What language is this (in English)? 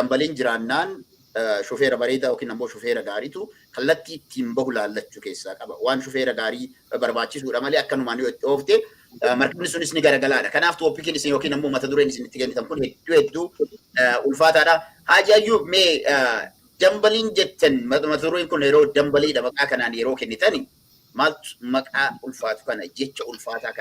Oromo